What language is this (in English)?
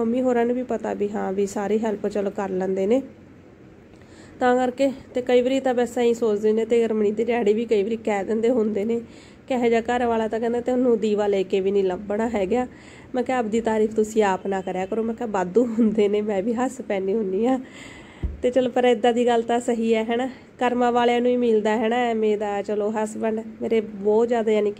Punjabi